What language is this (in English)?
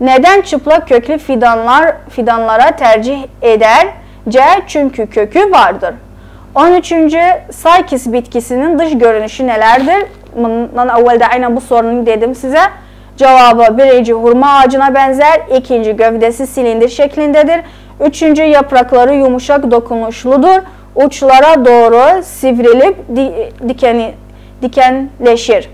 South Azerbaijani